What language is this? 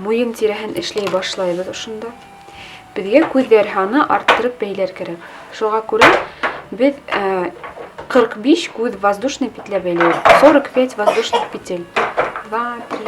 Bashkir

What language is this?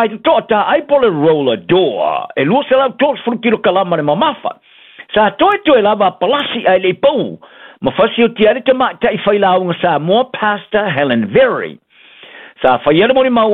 Samoan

